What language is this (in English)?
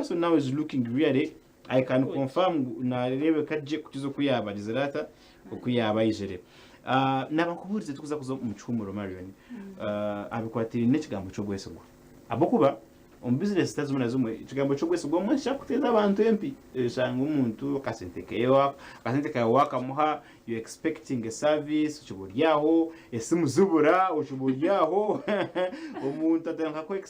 Nyankole